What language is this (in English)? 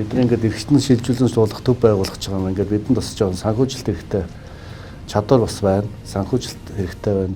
Mongolian